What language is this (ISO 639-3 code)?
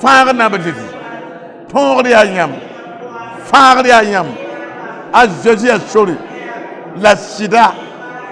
mos